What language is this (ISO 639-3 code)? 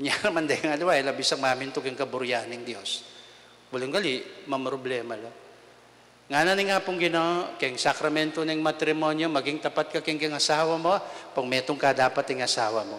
pam